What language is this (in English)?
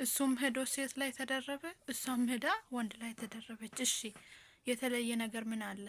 Amharic